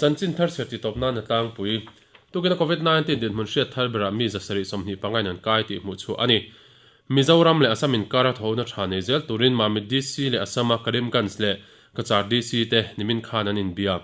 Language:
Mizo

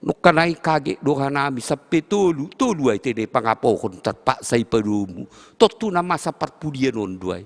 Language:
Batak Simalungun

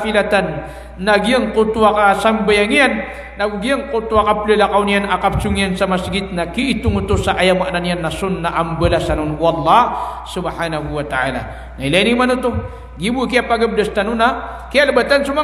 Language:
Maranao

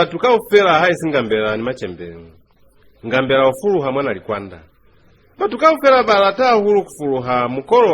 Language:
Lozi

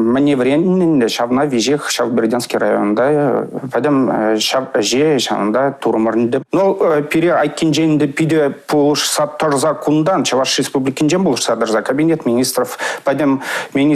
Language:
Chuvash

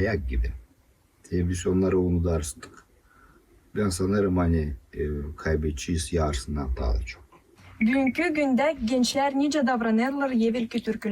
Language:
Gagauz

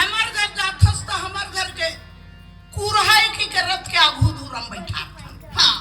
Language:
Chhattisgarhi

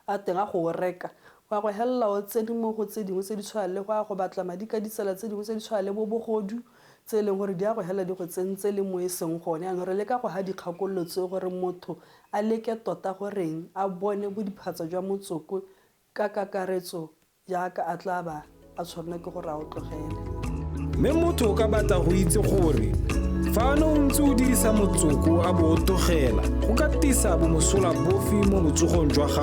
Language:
Tswana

